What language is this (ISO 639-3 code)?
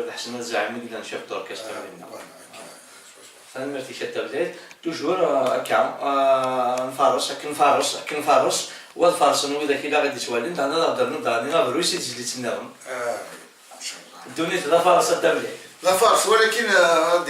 kab